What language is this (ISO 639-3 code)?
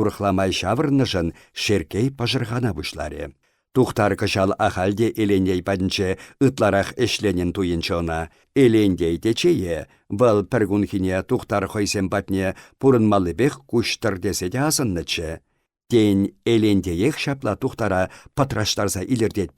chv